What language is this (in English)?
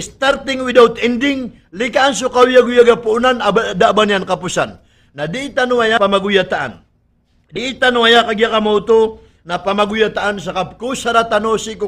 Maranao